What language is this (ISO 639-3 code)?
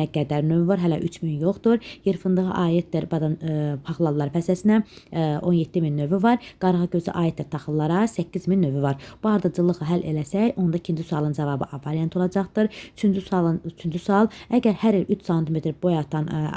aze